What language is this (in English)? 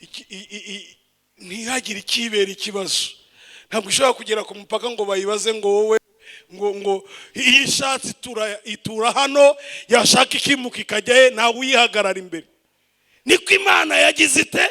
Kinyarwanda